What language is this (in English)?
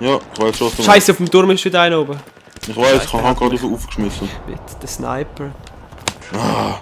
Swiss German